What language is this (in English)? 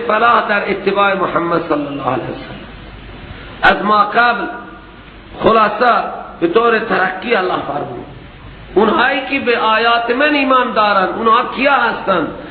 Persian